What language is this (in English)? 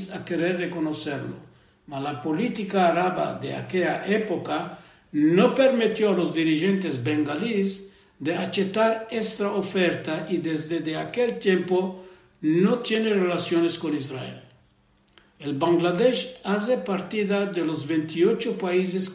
Ladino